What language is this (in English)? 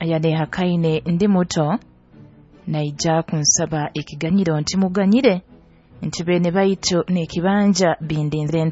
Nyoro